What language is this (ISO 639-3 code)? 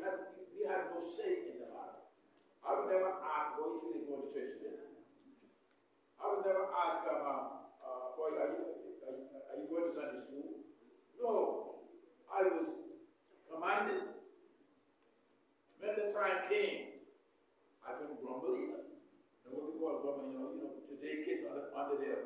eng